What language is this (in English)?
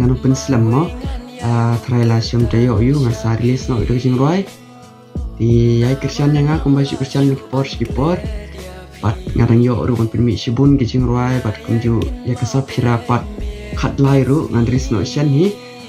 Khasi